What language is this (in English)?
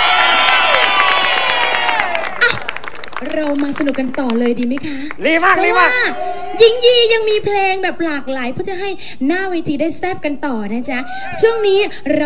Thai